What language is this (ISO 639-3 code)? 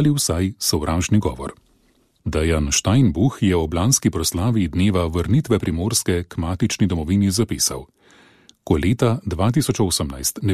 slv